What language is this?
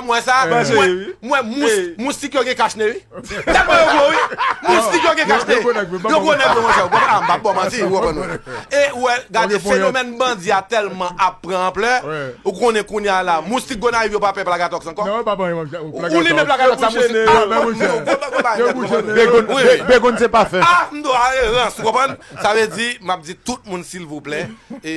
Haitian Creole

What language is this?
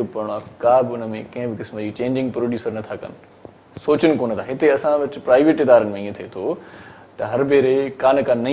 Sindhi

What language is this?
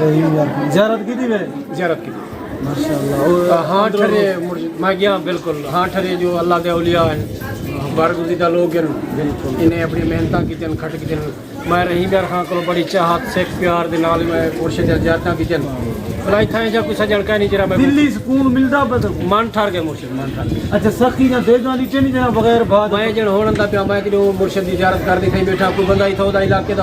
Saraiki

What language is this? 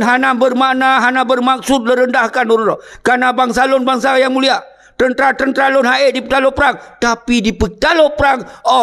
Achinese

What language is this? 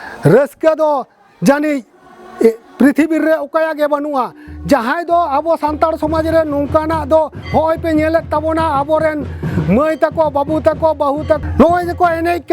Santali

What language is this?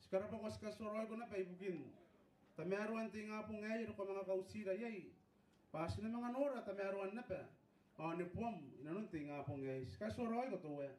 Gilbertese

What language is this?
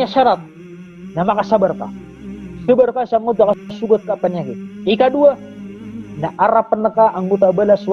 Maranao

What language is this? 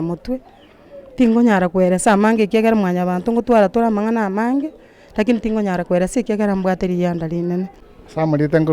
Gusii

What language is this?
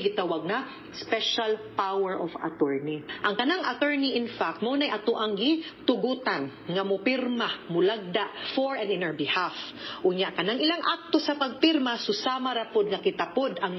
Cebuano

